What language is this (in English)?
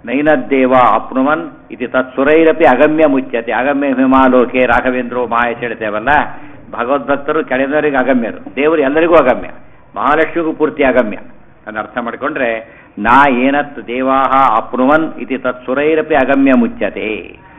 Kannada